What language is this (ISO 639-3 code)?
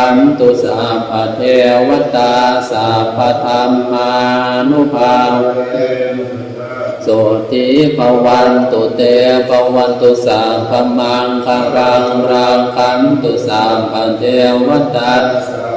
pli